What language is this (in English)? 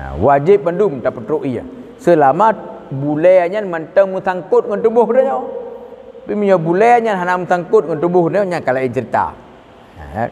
Achinese